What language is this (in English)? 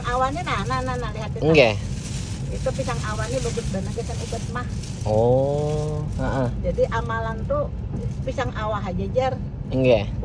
Banjar